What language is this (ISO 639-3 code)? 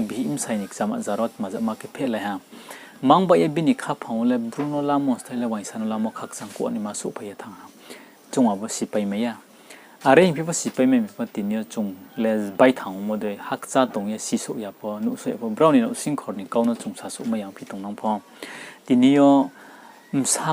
ria